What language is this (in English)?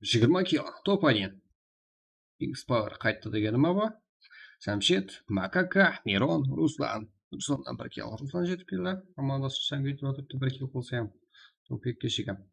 Kara-Kalpak